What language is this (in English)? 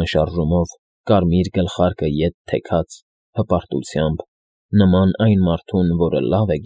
Armenian